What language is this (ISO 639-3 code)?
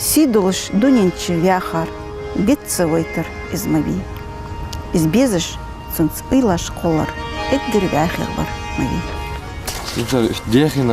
inh